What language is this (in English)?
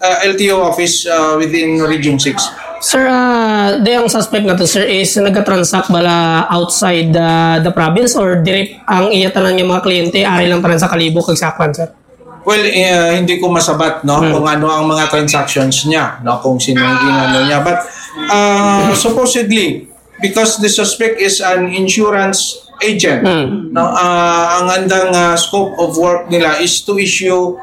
Hiligaynon